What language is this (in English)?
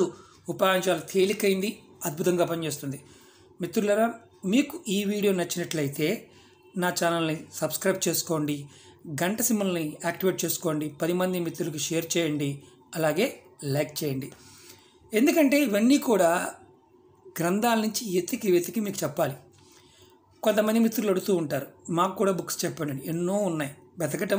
Telugu